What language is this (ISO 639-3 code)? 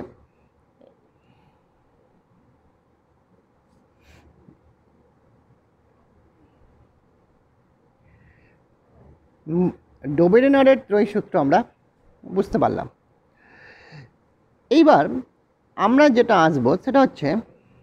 ben